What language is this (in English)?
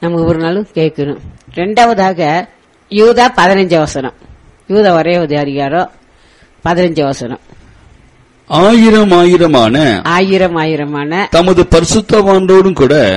Tamil